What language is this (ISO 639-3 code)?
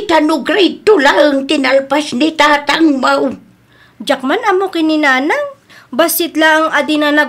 ilo